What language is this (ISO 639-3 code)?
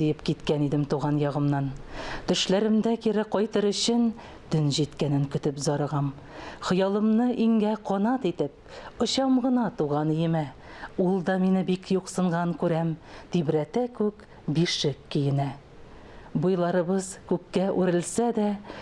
tat